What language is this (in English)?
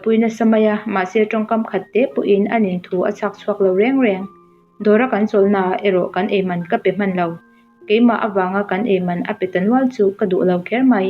Mizo